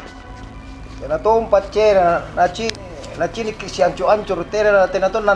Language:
Makassar Malay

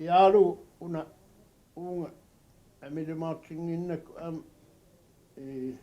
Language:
Kalaallisut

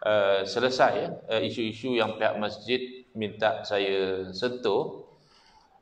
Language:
Malay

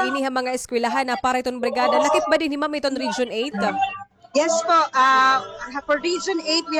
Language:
Waray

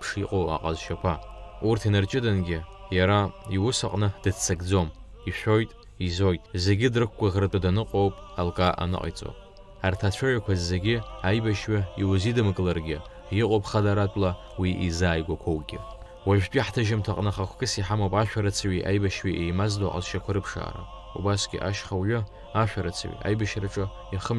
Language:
Abkhazian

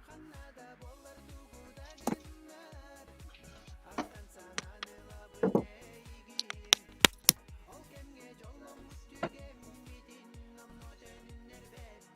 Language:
Yakut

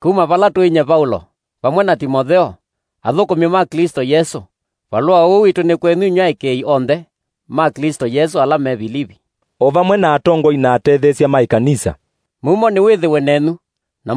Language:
Kamba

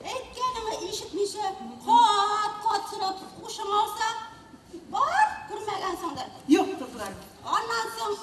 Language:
Tatar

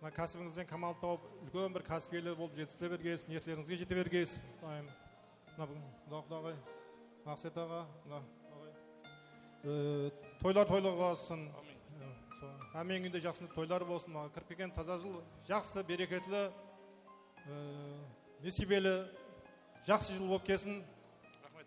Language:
Kara-Kalpak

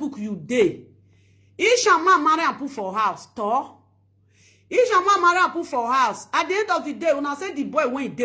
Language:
Nigerian Pidgin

